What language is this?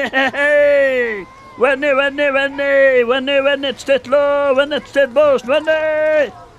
Kurdish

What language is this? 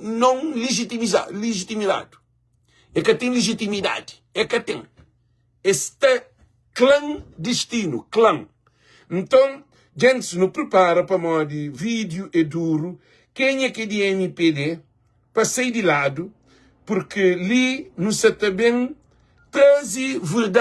Kabuverdianu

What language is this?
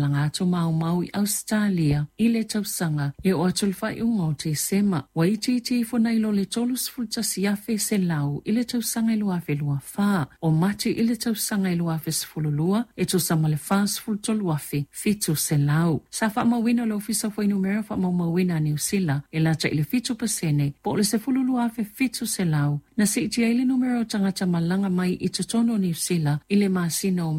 Samoan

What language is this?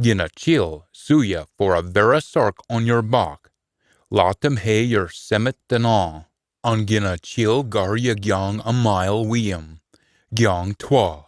Scots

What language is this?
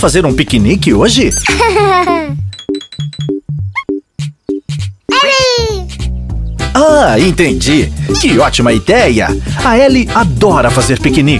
Portuguese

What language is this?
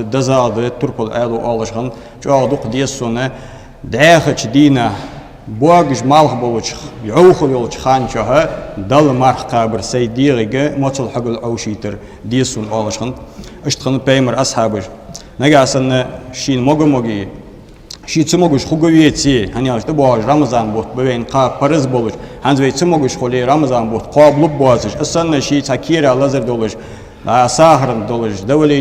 Ingush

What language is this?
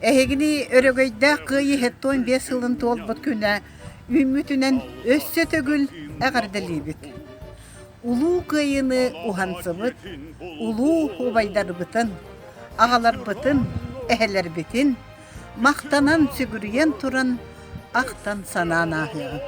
Yakut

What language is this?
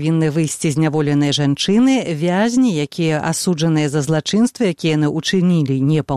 Belarusian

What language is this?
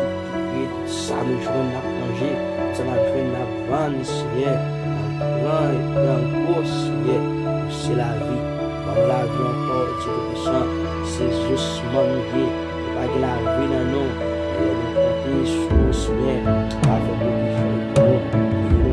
Haitian Creole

